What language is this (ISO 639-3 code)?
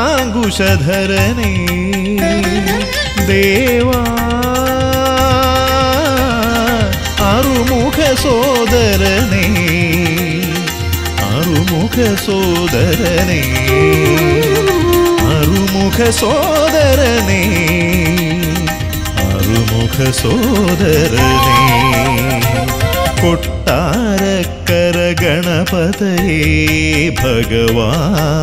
mal